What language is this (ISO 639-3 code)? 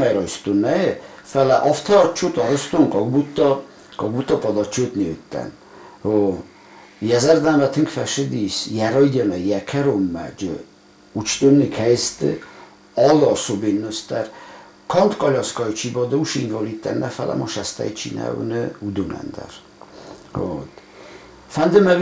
oss